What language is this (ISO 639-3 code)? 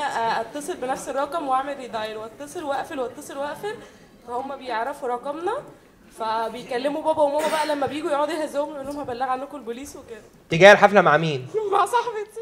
arz